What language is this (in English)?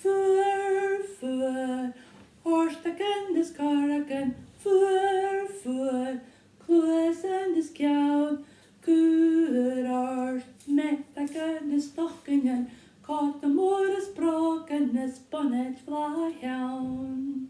Scottish Gaelic